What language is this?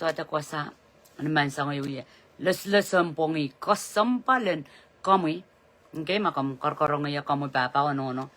Pohnpeian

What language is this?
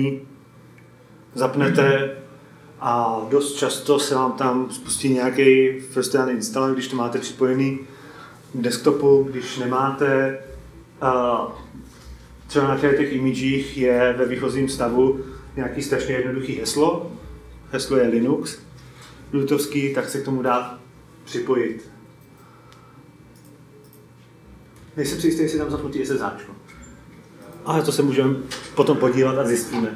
Czech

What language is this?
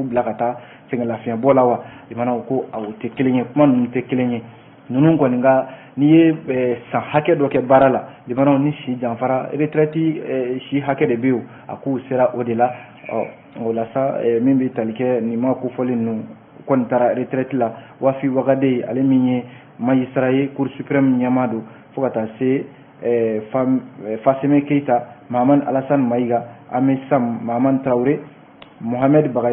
Bambara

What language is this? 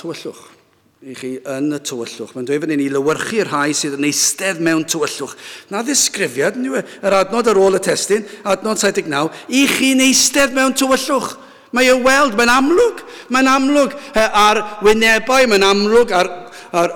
Welsh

